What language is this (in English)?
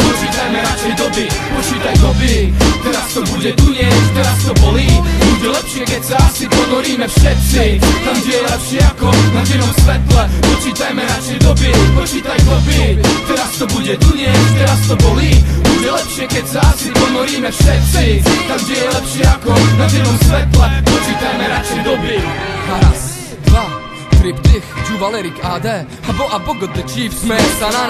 Slovak